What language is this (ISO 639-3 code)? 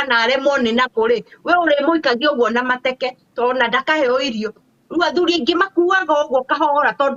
kik